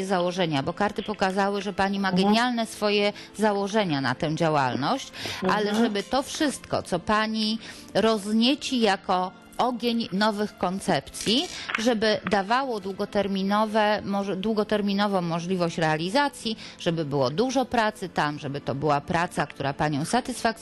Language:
Polish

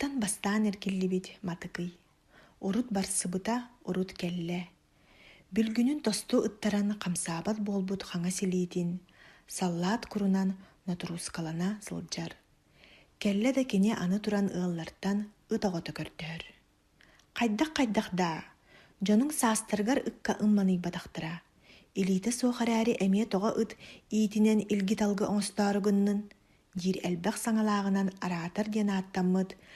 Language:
Yakut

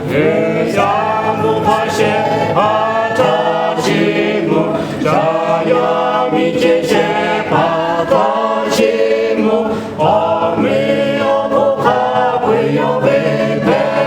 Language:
Lahu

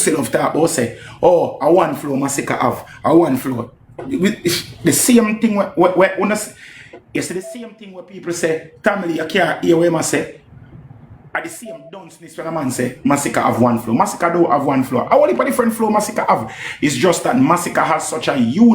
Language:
Jamaican Creole English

